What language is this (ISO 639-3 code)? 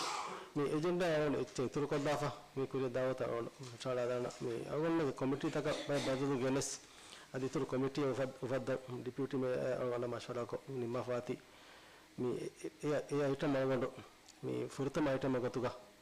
div